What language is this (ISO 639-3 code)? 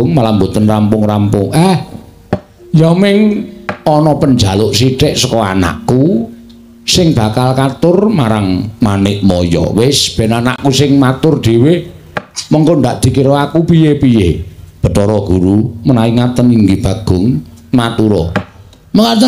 jav